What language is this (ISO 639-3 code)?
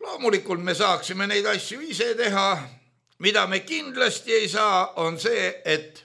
est